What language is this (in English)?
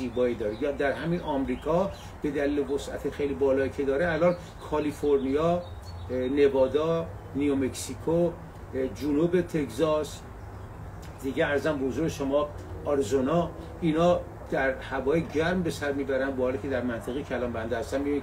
Persian